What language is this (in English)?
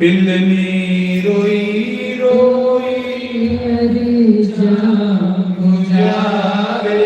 Dogri